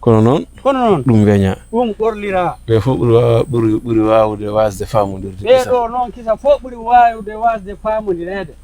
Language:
Fula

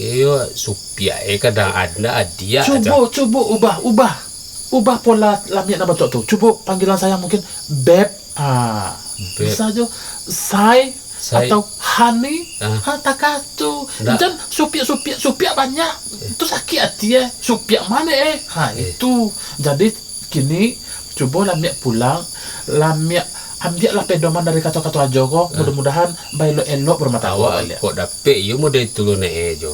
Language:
Minangkabau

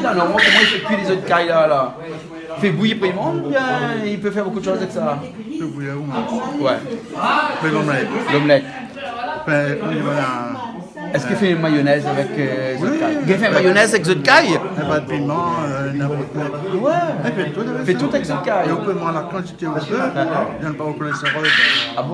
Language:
Réunion Creole French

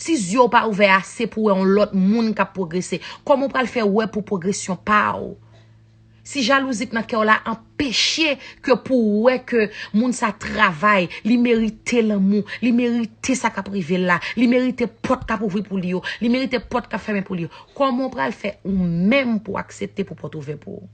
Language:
Haitian Creole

